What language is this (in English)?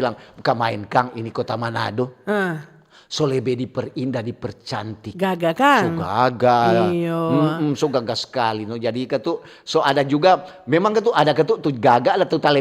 Manado Malay